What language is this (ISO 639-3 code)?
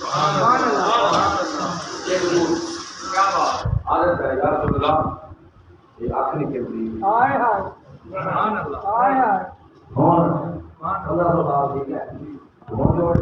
skr